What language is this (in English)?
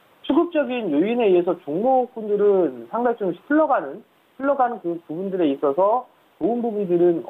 Korean